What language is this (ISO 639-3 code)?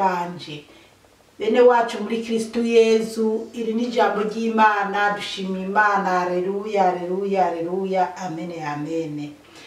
run